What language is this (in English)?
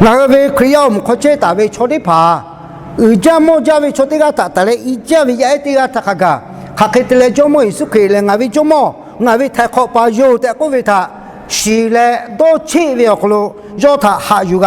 Lahu